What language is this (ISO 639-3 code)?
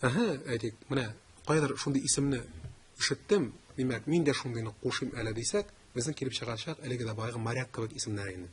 tat